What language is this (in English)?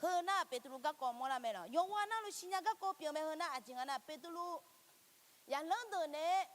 Akha